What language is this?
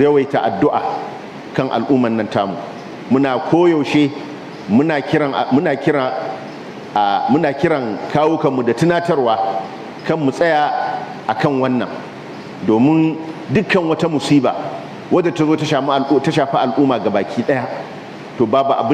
Hausa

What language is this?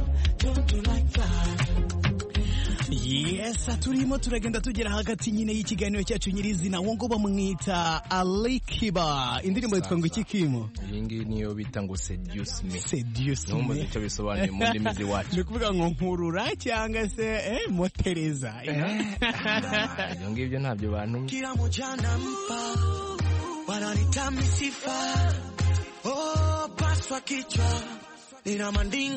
Kinyarwanda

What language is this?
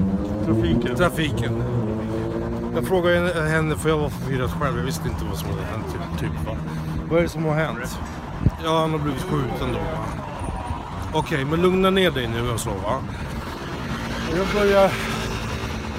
Swedish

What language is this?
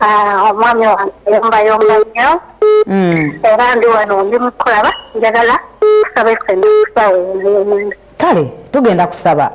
Ganda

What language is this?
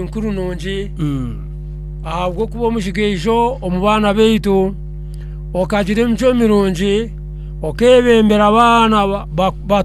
Nyankole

